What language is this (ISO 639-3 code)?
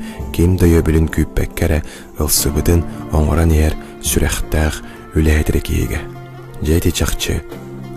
sah